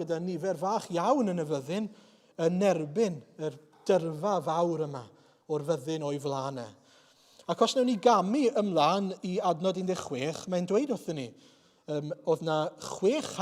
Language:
Welsh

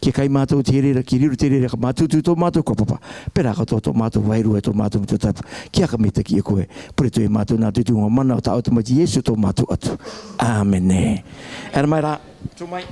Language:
Rarotongan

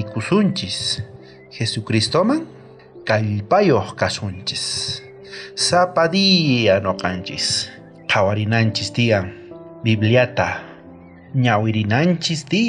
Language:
South Bolivian Quechua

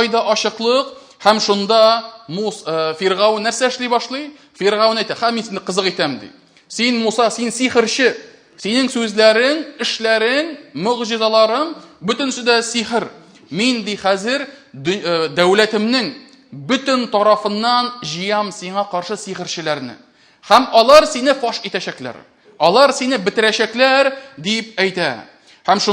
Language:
Tatar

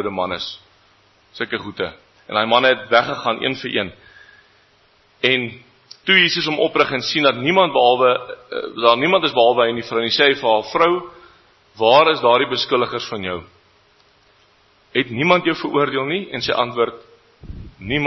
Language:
Afrikaans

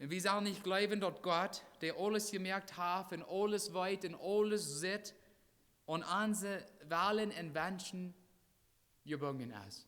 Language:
Plautdietsch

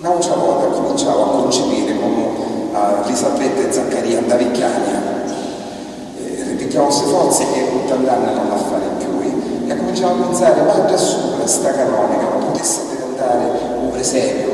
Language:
Sicilian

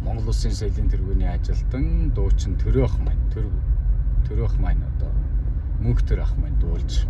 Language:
Mongolian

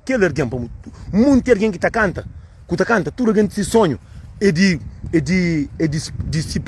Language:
Kabuverdianu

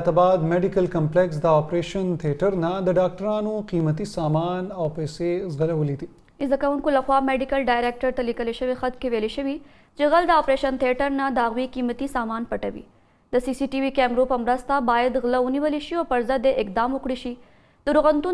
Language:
Pashto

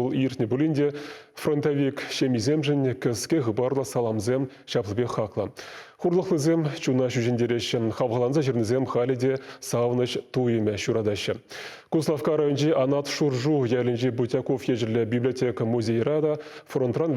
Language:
Chuvash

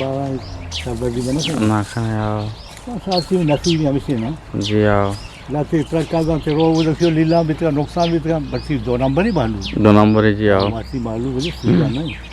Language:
Eastern Balochi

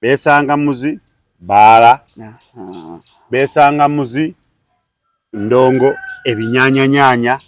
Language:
Ganda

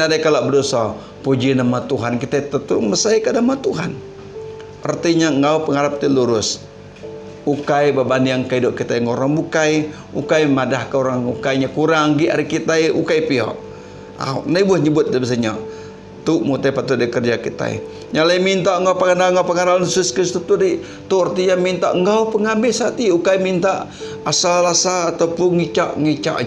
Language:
Iban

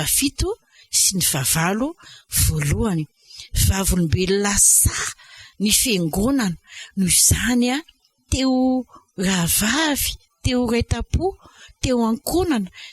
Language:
Malagasy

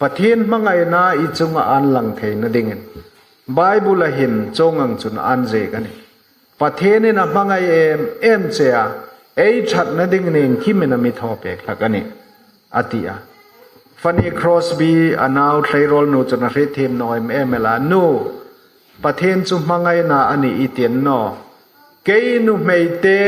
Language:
Hmar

